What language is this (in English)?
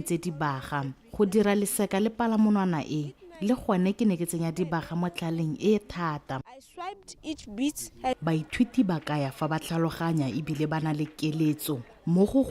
Tswana